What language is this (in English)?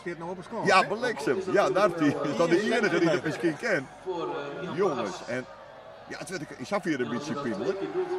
Western Frisian